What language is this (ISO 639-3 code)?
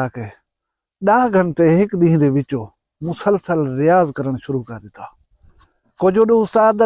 skr